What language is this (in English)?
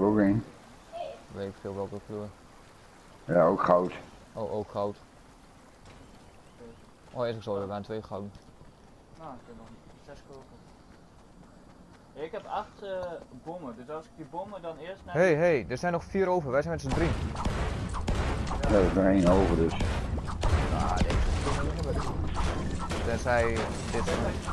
Dutch